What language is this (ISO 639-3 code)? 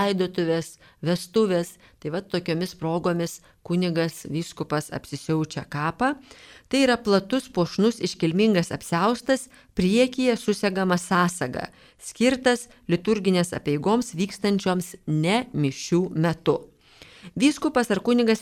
lit